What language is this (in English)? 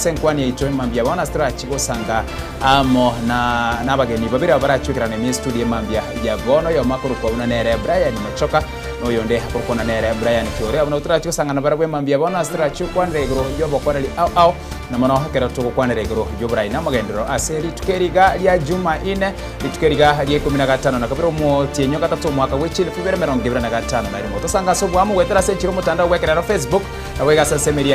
Gusii